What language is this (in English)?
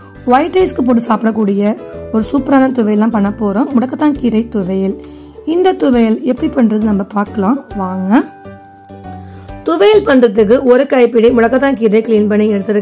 Tamil